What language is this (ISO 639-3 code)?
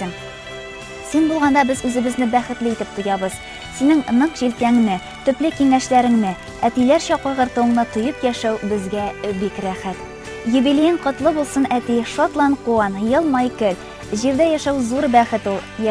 tat